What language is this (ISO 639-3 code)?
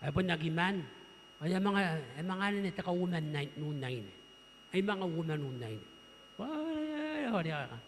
gil